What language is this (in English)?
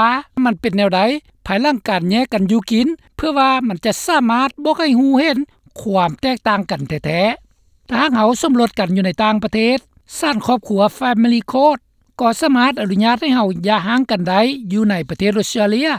Lao